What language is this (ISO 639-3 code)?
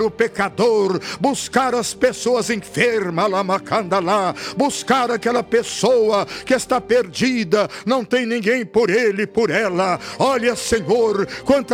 por